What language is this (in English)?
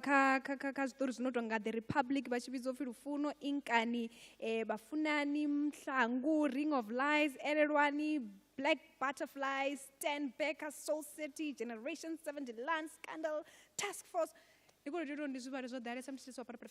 Venda